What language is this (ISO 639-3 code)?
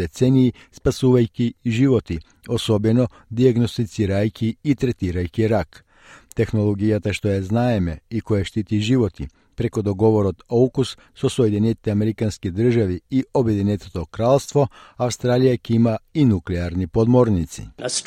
mkd